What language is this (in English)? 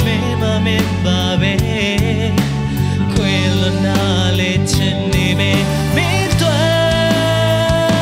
Burmese